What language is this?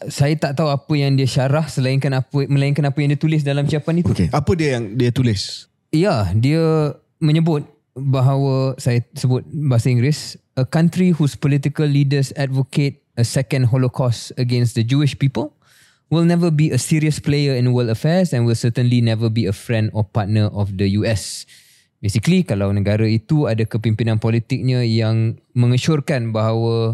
Malay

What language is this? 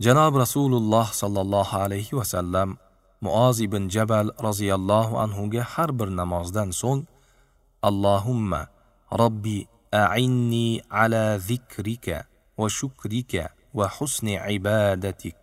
Uzbek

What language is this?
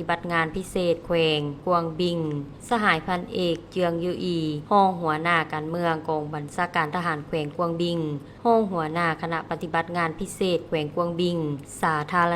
Lao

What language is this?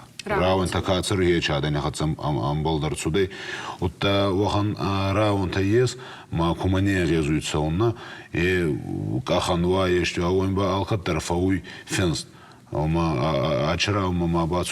Ossetic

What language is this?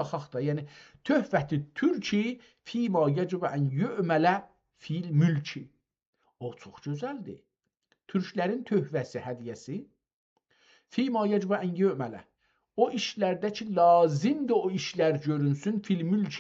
South Azerbaijani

